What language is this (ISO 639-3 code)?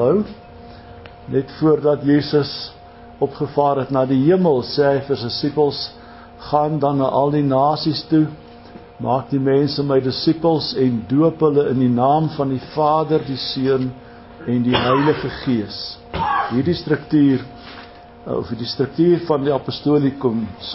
afr